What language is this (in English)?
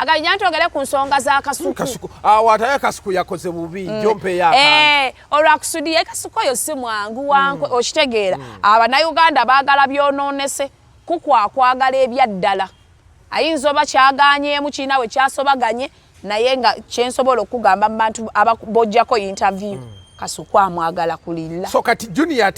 Ganda